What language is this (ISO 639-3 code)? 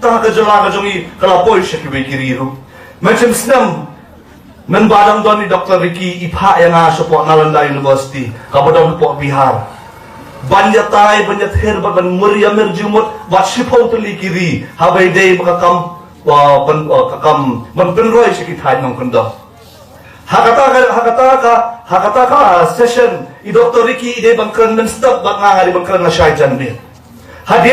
kha